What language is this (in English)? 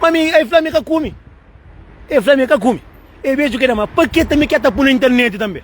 Kabuverdianu